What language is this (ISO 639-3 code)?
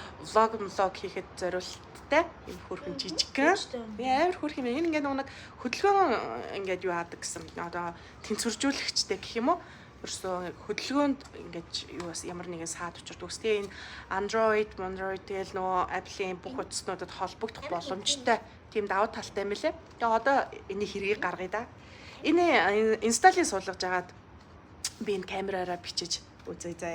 mon